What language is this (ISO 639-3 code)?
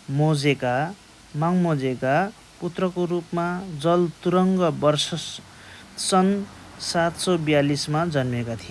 nep